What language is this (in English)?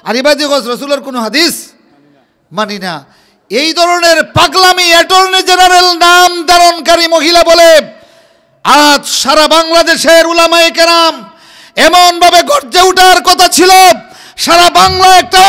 Sylheti